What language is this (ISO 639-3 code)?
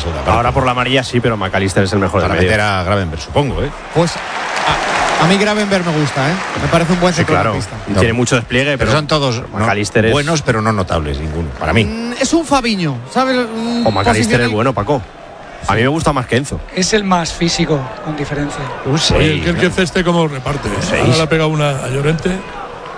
spa